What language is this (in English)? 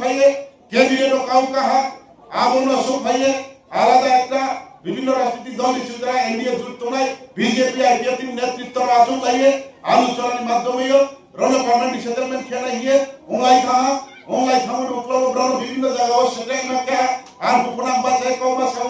Riang (India)